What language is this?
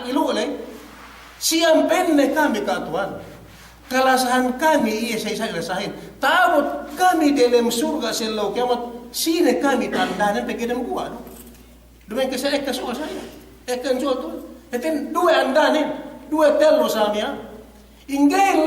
Yakan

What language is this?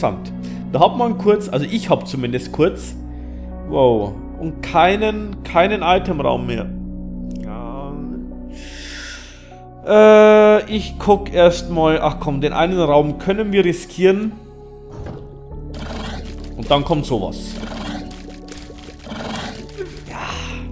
German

